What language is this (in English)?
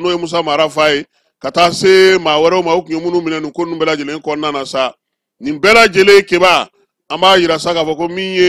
Bambara